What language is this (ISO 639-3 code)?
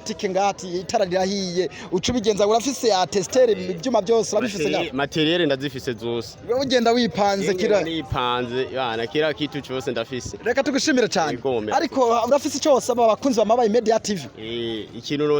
run